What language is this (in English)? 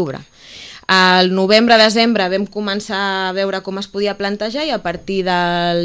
Catalan